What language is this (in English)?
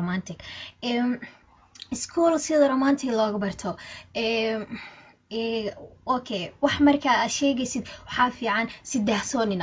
Somali